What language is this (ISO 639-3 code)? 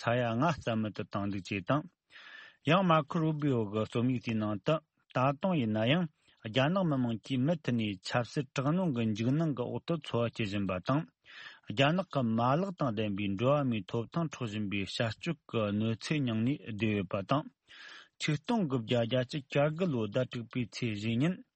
bod